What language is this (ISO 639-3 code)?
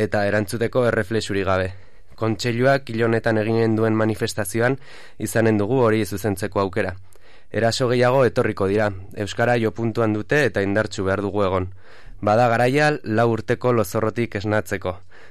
eus